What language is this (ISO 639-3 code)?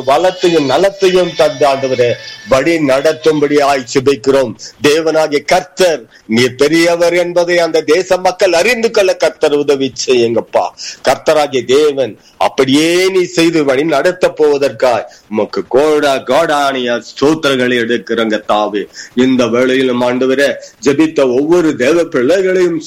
tam